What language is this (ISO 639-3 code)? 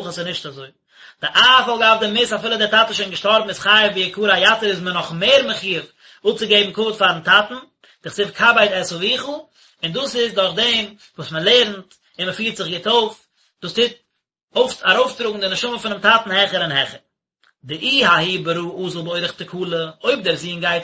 yid